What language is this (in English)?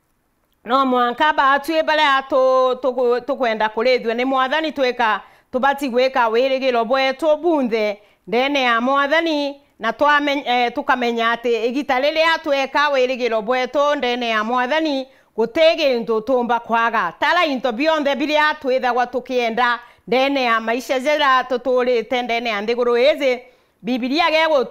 Meru